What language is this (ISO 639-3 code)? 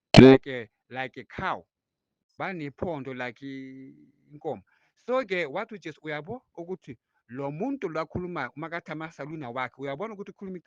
zul